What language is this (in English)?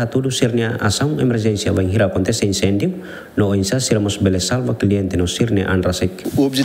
Tetum